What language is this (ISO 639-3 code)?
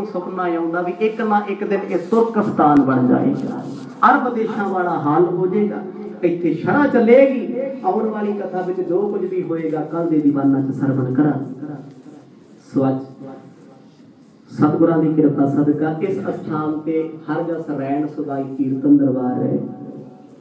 pan